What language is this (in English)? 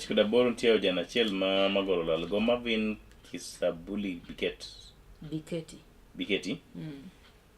Luo (Kenya and Tanzania)